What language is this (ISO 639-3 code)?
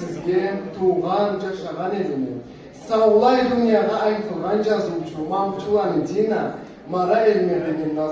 krc